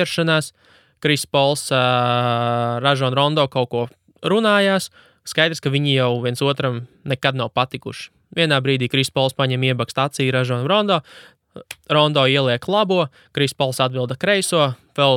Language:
Latvian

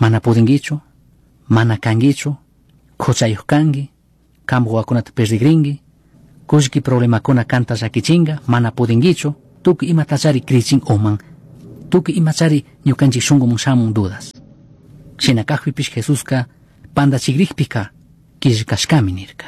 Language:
Chimborazo Highland Quichua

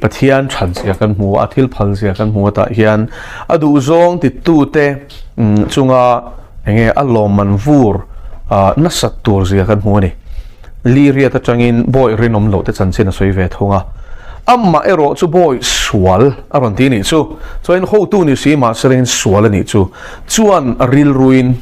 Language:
Mizo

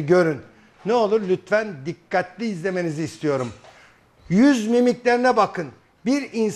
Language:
Turkish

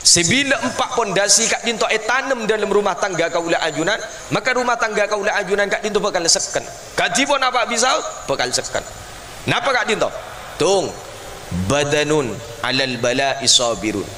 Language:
Madurese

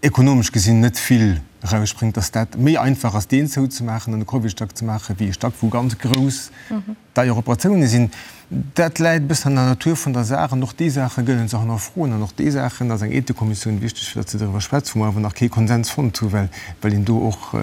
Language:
Luxembourgish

